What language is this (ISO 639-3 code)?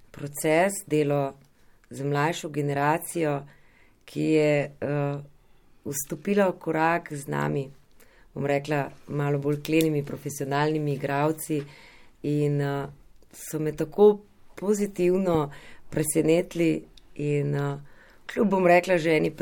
slv